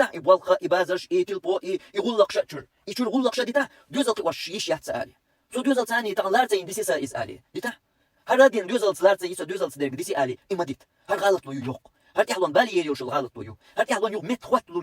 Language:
Chechen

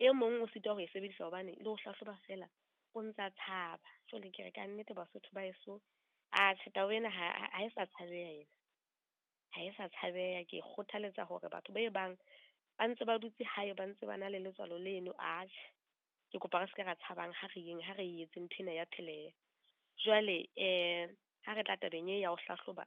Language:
Southern Sotho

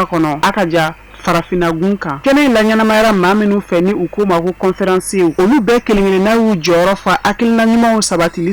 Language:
Bambara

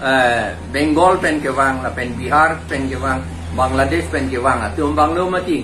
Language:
Karbi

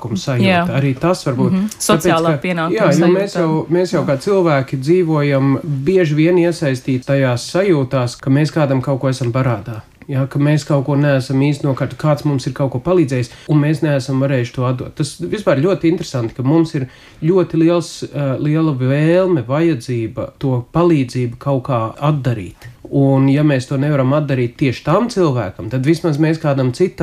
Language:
Latvian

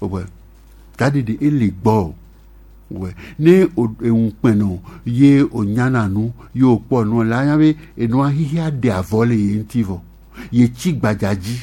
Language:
Gen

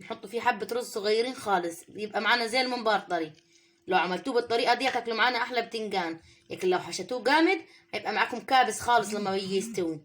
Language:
Egyptian Arabic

